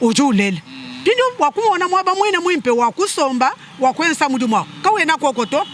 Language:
Luba-Lulua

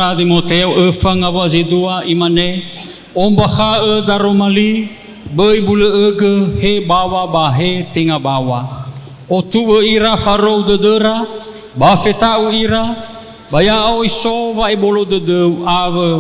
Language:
Nias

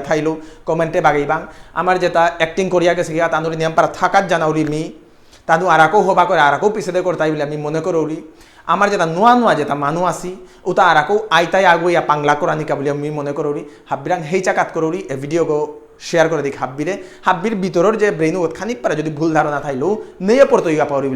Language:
Bishnupriya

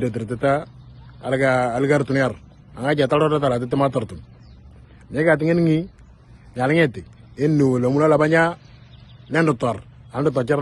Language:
Moro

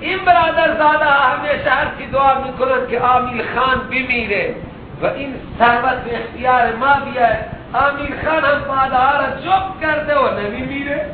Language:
Persian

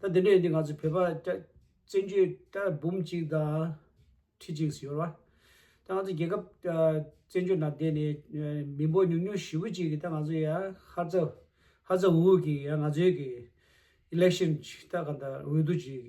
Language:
Tibetan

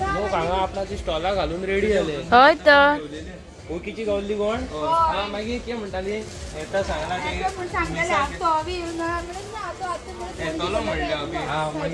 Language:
Konkani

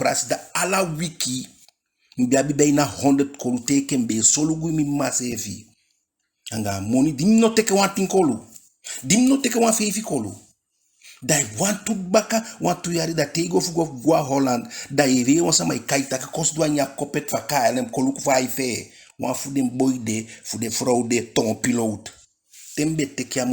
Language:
Eastern Maroon Creole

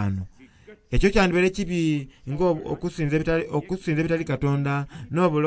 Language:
Soga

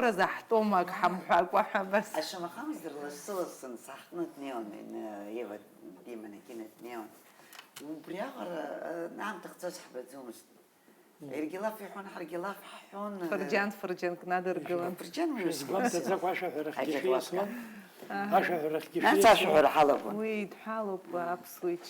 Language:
Abkhazian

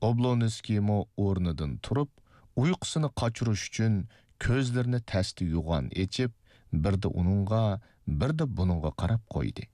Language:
Uyghur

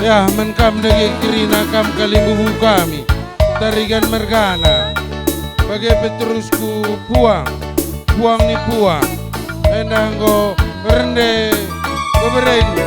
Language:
Batak Karo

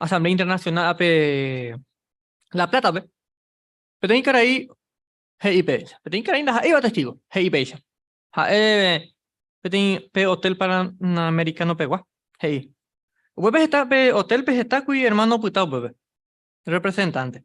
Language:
Guarani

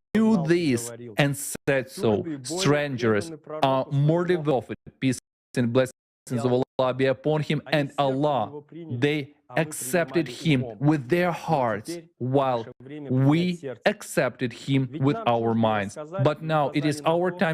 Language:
Nyanja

